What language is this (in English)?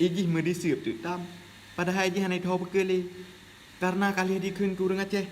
Achinese